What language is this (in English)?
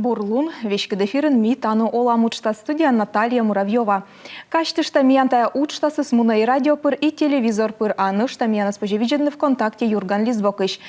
Komi